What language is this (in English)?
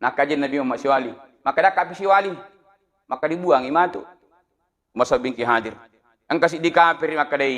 Buginese